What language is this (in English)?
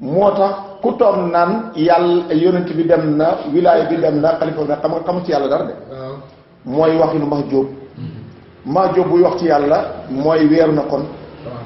Wolof